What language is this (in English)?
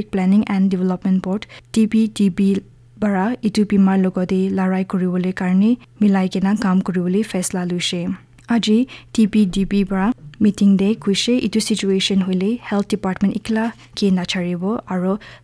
Naga Pidgin